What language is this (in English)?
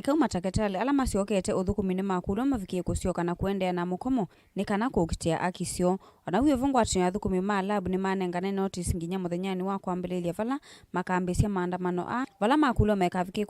Kamba